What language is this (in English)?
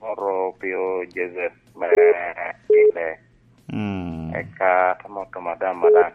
Lango (Uganda)